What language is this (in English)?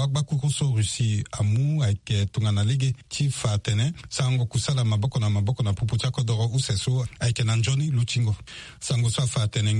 Sango